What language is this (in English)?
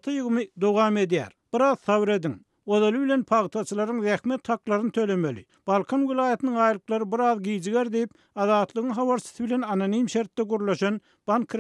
Turkmen